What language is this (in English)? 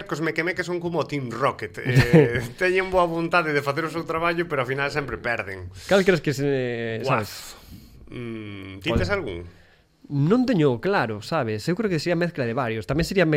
Galician